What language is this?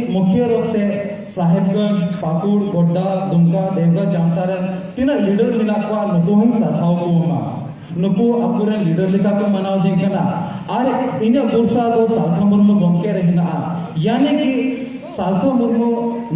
Santali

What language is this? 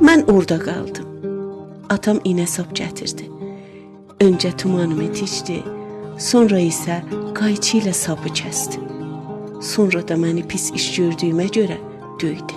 South Azerbaijani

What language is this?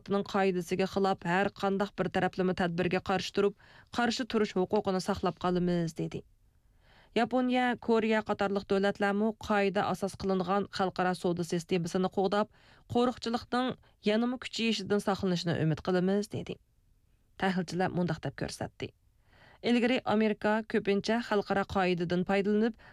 Uyghur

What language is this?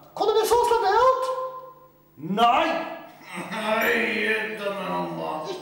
Faroese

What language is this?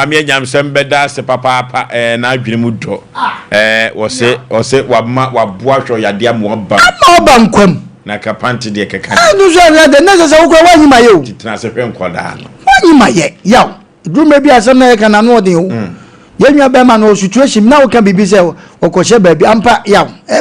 Akan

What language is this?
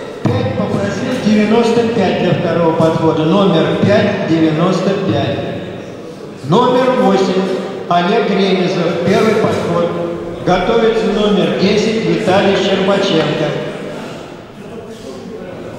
Russian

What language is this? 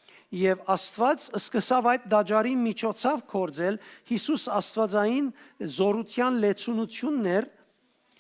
Western Armenian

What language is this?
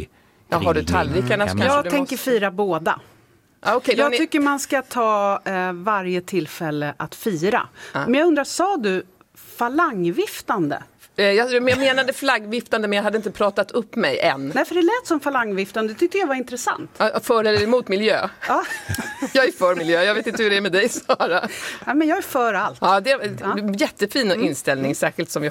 Swedish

